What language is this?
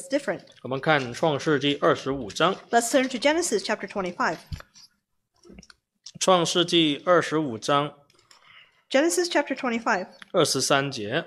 Chinese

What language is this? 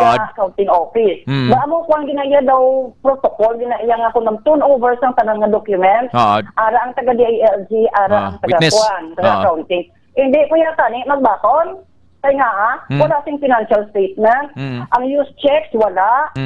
Hiligaynon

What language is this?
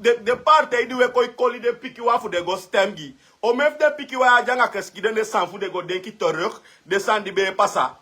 Sranan Tongo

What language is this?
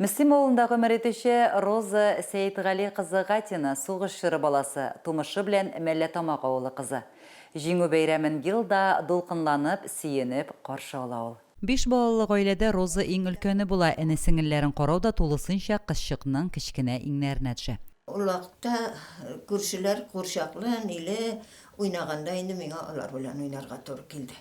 Tatar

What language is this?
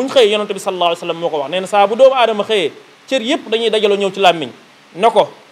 Wolof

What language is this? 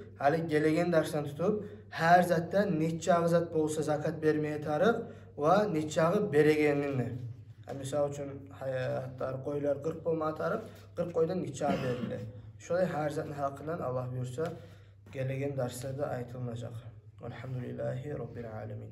Kumyk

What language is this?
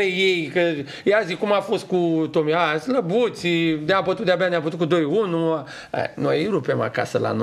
Romanian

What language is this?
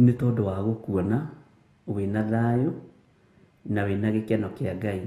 Kikuyu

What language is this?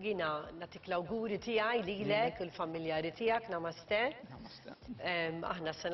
Maltese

